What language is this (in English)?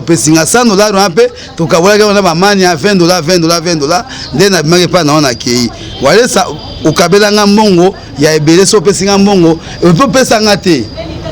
Lingala